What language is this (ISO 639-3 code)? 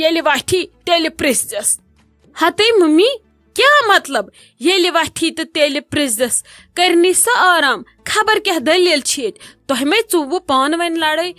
kas